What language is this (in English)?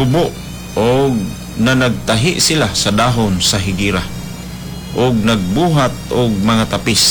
Cebuano